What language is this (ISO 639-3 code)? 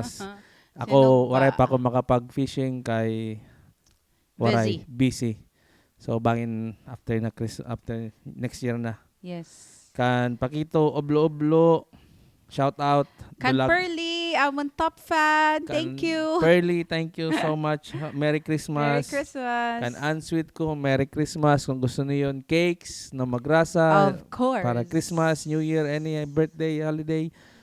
war